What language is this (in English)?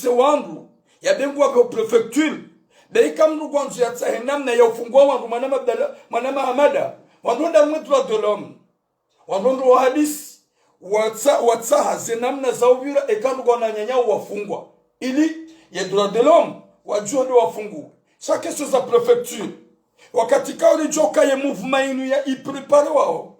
Ngazidja Comorian